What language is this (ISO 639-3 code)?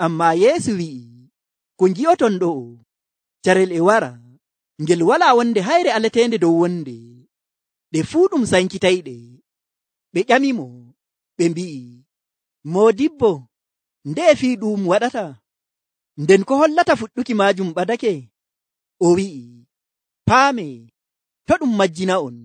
fuv